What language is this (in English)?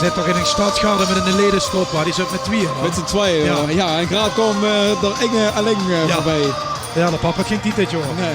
Limburgish